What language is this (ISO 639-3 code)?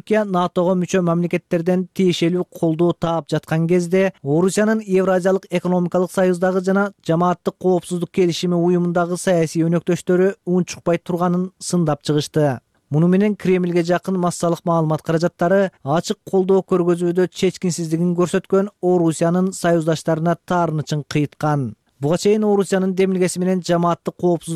kir